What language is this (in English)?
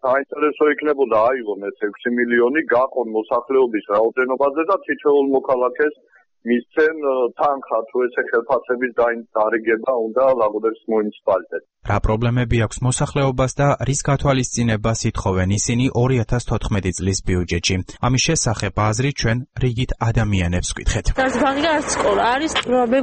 Georgian